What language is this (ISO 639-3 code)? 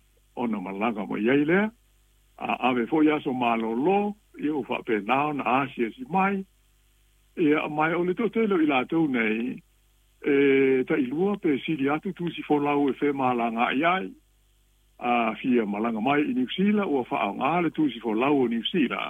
smo